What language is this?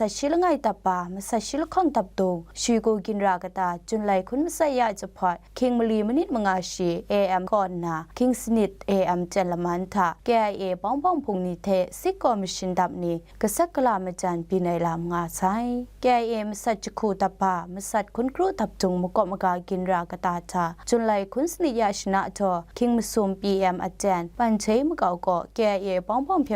Kachin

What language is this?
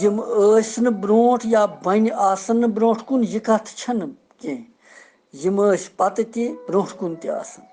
Kashmiri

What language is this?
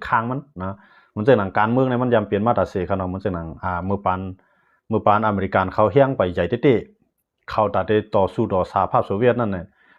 Shan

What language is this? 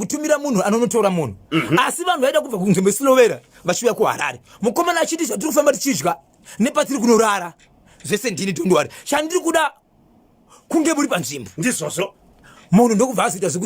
Shona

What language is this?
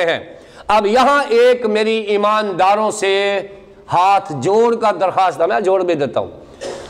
Urdu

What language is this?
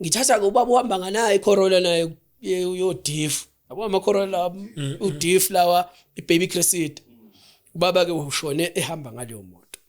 Zulu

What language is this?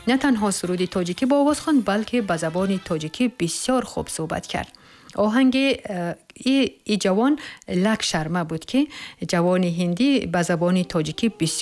Tajik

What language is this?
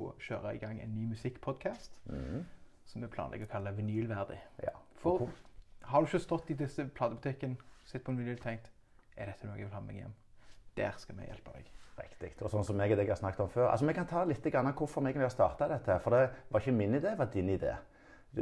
Norwegian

